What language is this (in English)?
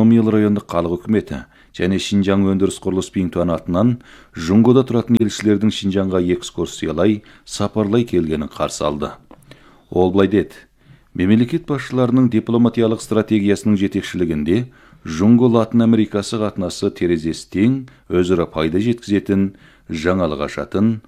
Kazakh